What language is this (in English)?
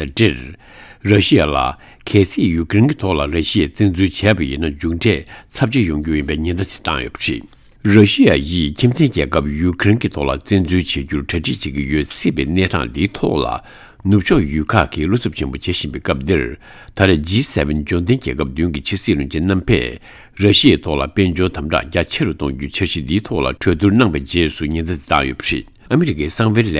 Tibetan